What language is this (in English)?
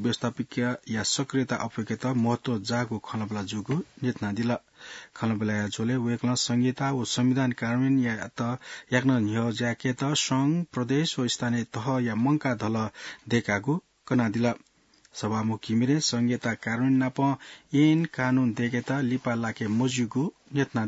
Newari